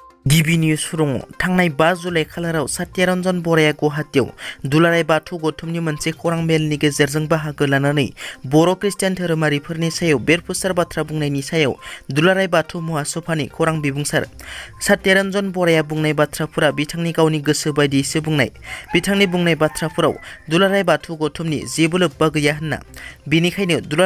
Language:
Bodo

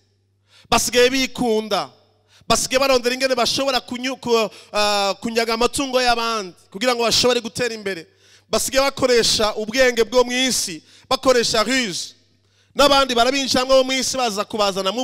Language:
Rundi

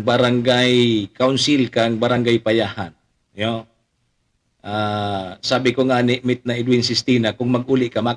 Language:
Bikol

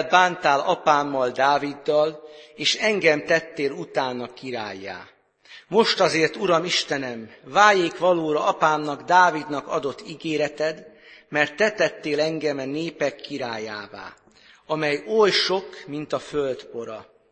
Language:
Hungarian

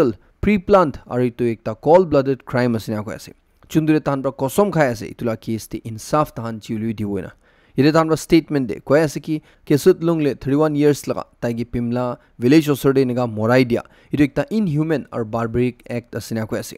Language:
Naga Pidgin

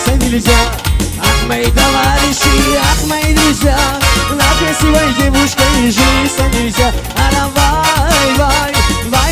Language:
Tajik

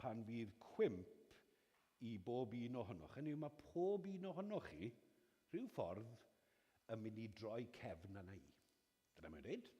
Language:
Welsh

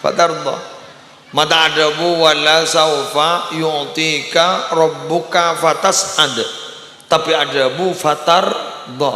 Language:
Madurese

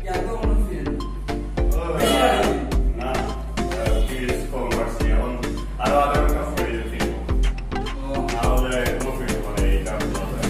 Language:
Sylheti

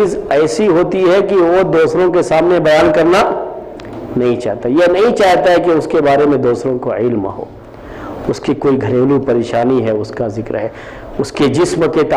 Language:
Urdu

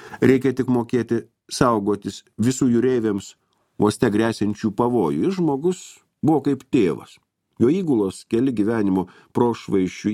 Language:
Lithuanian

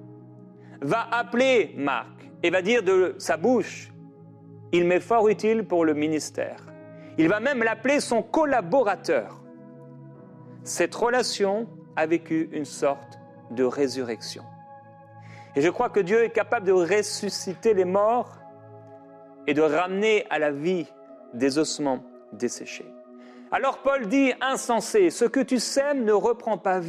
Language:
French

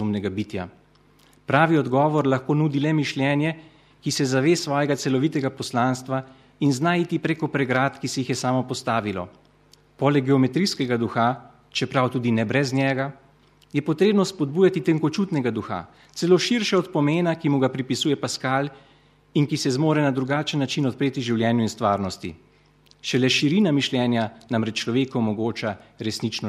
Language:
Slovenian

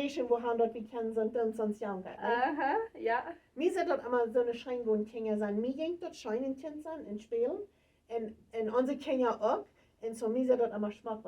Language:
Plautdietsch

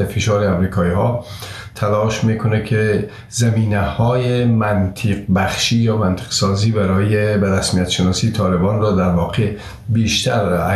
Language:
Persian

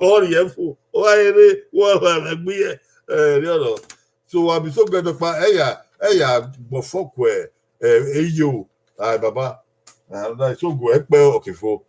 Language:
Bini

